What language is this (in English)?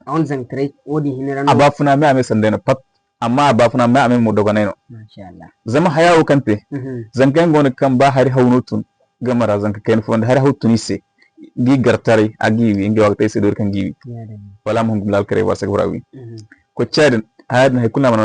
Zarma